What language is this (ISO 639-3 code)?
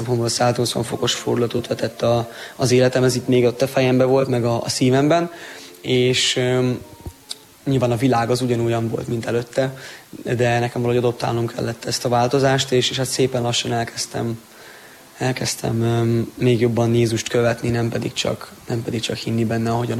hun